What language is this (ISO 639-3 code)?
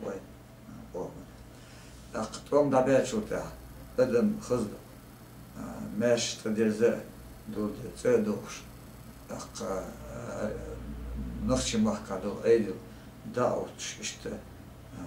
che